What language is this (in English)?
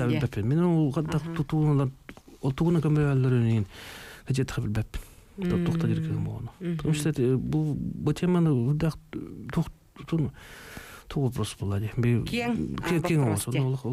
Yakut